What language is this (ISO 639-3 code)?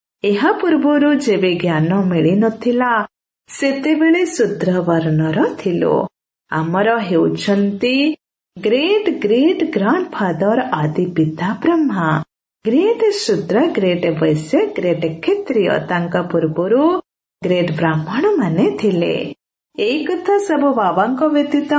ori